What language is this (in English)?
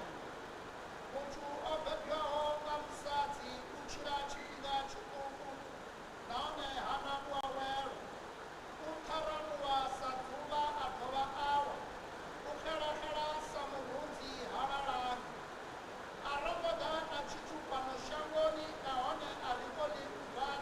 Venda